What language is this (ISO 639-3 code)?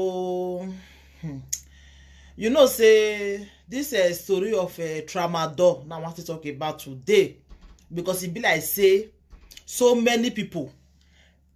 pcm